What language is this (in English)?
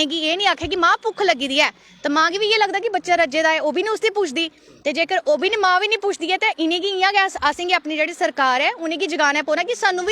Dogri